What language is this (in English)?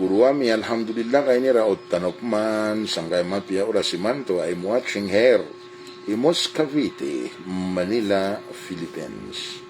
Maranao